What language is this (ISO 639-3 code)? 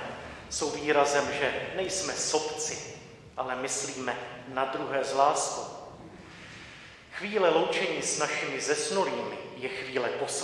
ces